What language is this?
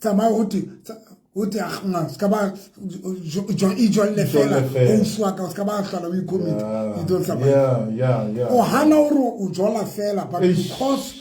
Southern Sotho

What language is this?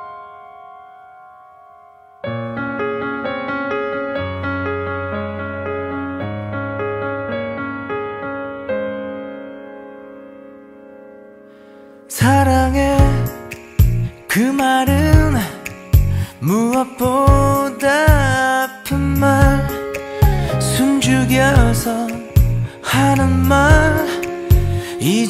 Korean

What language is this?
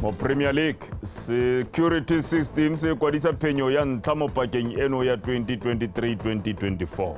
Tswana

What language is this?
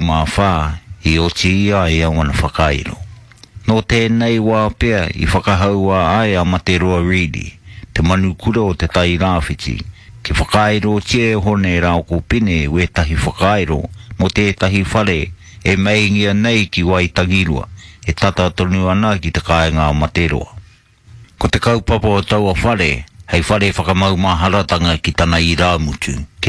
Māori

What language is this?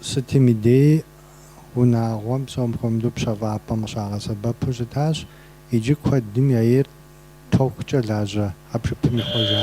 Kabardian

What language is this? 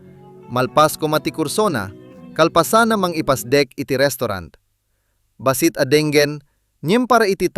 Iloko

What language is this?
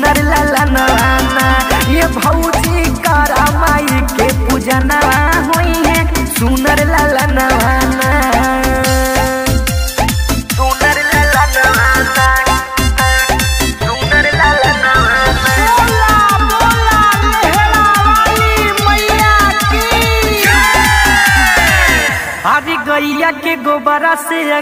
Bhojpuri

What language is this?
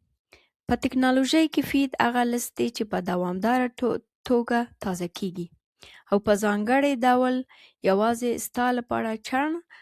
Pashto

